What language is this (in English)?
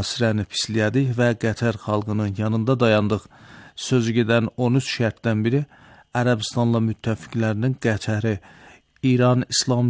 Azerbaijani